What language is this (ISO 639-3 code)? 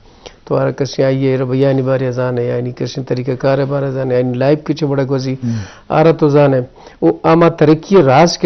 bgp